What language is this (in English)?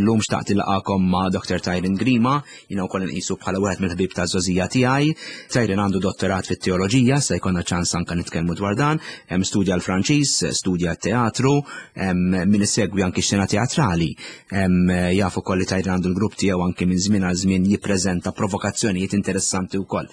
Maltese